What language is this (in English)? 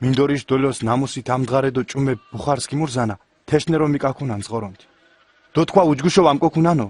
Mingrelian